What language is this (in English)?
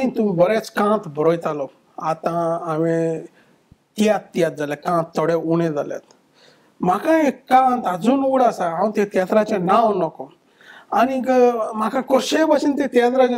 Konkani